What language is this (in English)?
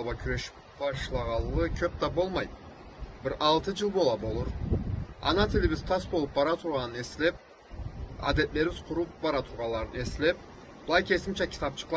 Karachay-Balkar